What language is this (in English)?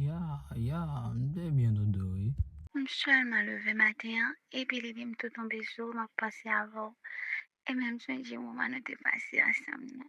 Haitian Creole